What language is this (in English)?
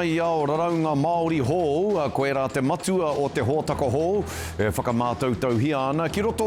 Māori